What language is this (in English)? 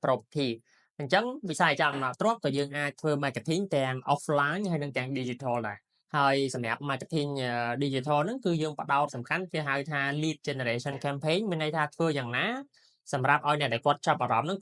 Khmer